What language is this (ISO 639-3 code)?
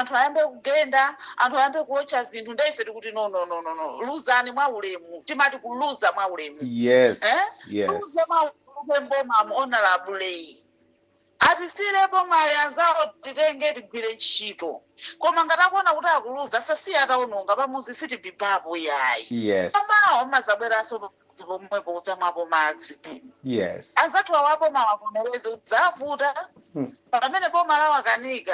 nya